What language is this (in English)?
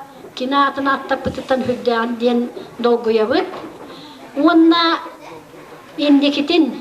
Yakut